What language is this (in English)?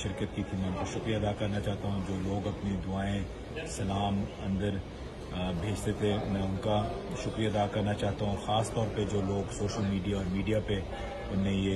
Urdu